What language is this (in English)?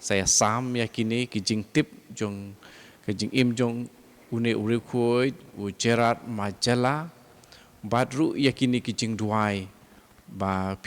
Khasi